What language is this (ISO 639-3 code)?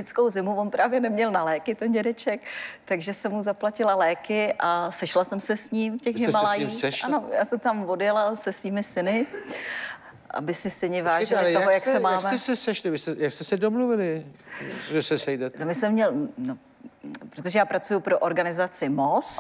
ces